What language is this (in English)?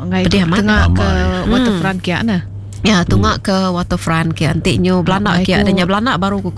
Iban